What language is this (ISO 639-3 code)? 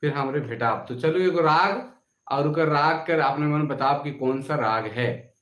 sck